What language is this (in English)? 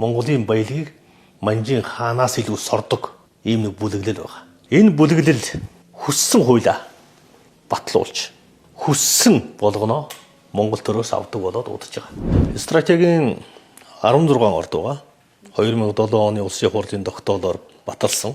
Mongolian